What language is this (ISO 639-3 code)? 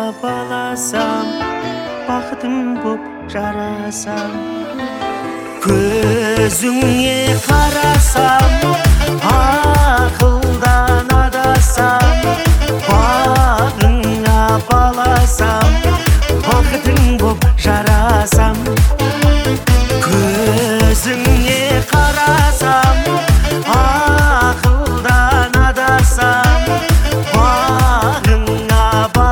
kaz